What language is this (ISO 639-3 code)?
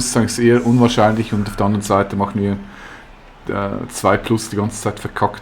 gsw